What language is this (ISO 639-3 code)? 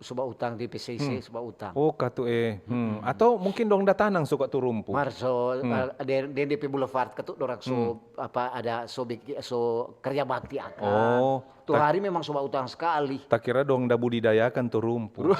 xmm